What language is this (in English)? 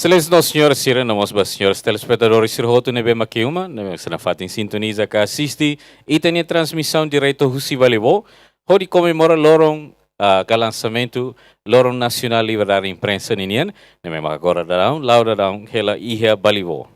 Tetum